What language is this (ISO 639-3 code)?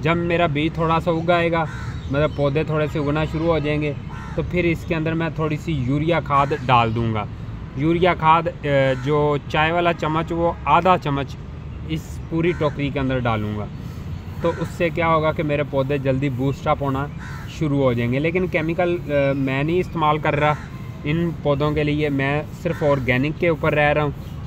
hin